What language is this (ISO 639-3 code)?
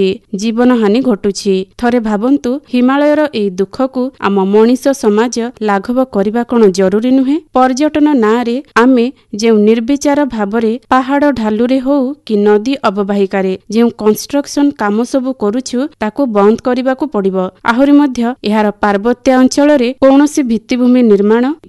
ori